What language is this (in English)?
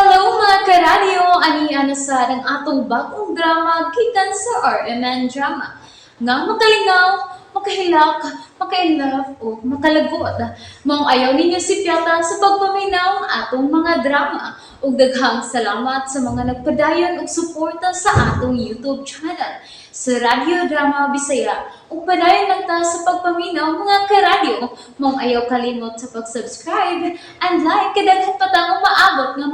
Cebuano